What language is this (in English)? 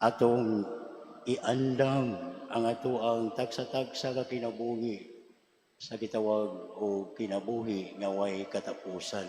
Cebuano